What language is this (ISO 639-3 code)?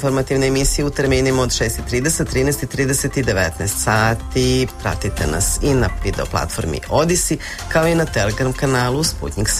srp